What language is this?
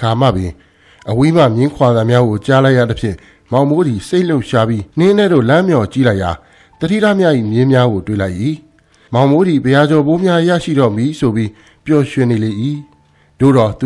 Burmese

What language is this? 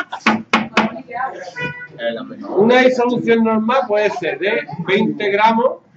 Spanish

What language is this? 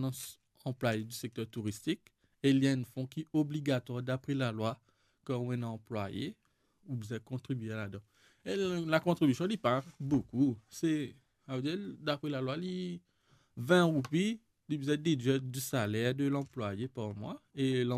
Morisyen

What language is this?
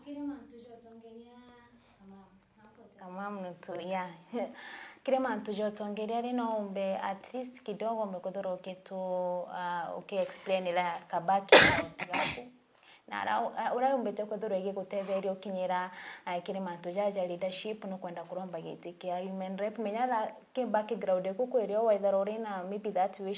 Meru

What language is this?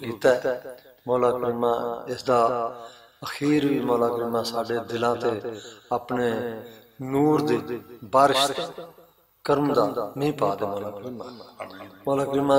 Western Panjabi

